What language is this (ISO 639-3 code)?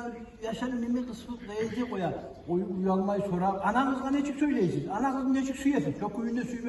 kum